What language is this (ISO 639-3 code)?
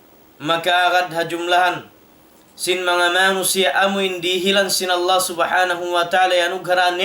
tsg